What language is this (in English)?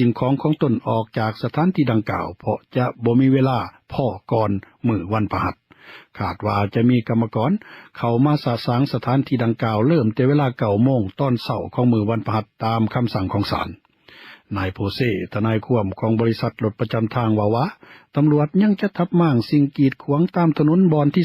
Lao